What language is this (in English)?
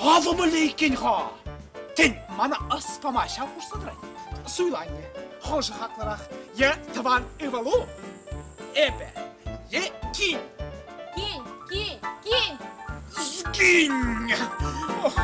Chuvash